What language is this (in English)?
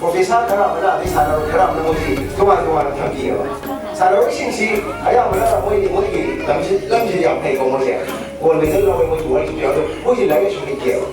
Manipuri